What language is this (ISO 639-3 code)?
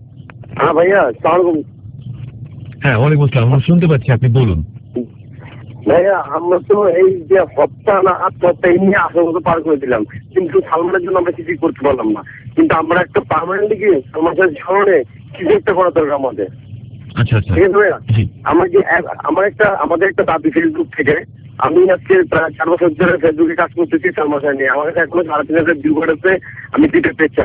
ben